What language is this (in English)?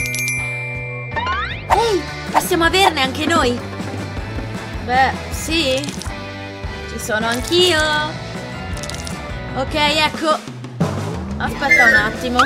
Italian